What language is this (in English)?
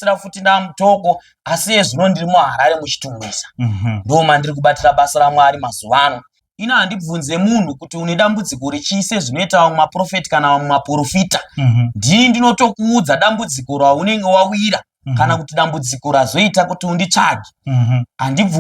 Shona